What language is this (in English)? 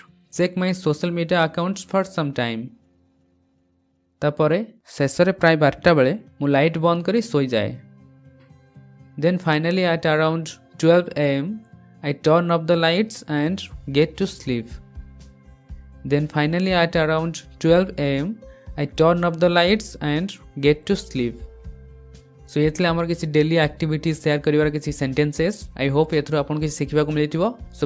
Odia